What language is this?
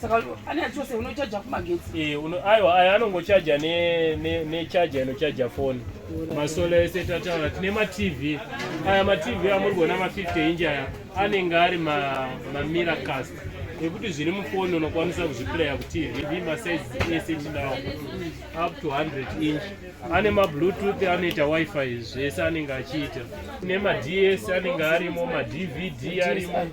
Shona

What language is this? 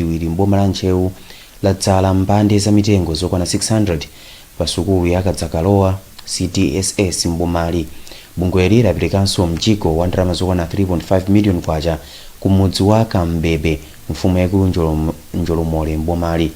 Nyanja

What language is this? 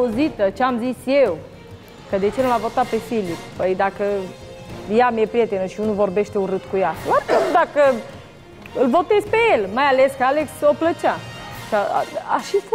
Romanian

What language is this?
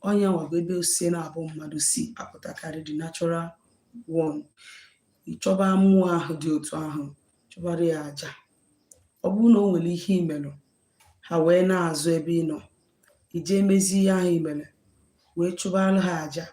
Igbo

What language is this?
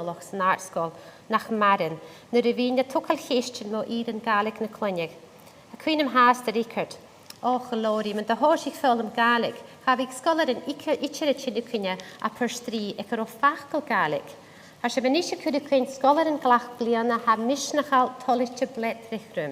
Scottish Gaelic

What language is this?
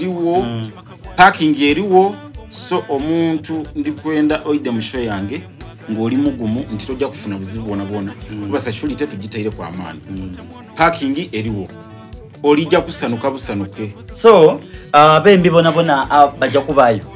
Soga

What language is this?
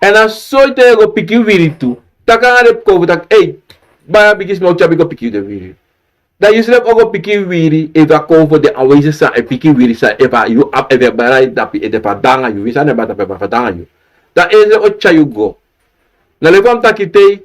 Sranan Tongo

